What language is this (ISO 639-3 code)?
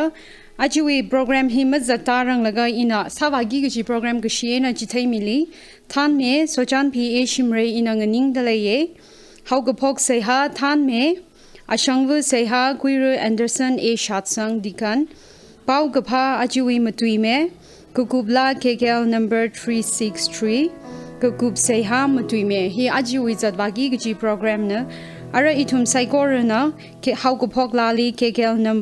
nmf